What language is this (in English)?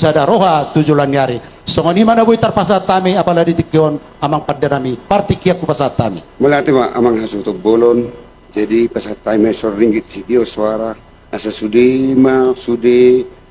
Batak Toba